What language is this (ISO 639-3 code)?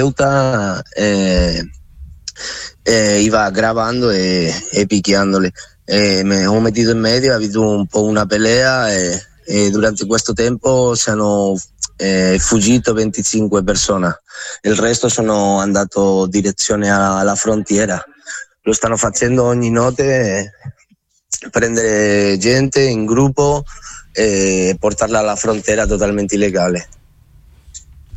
ita